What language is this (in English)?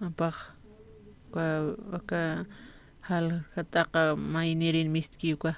Aymara